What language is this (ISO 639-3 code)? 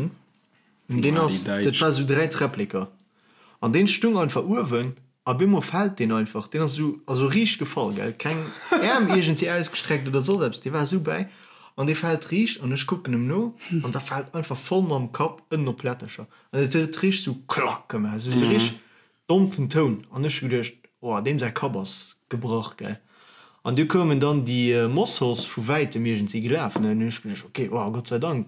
ltz